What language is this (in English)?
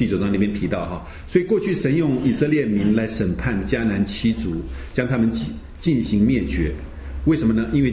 Chinese